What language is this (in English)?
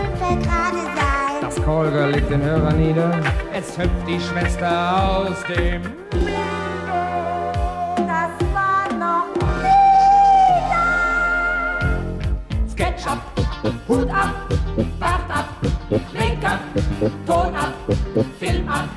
German